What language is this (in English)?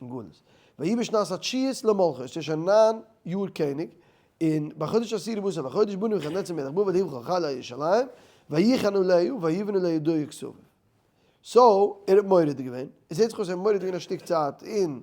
Yiddish